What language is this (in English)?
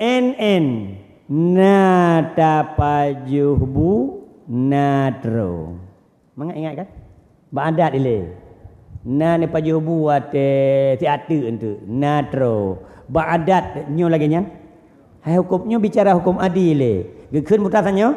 Achinese